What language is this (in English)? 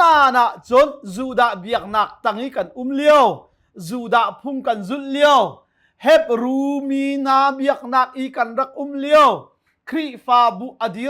Hakha Chin